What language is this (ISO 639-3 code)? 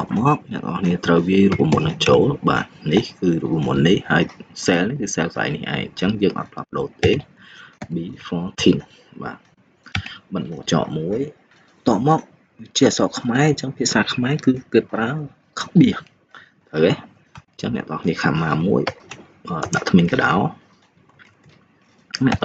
khm